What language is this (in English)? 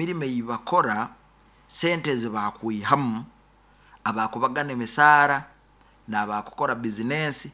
Nyoro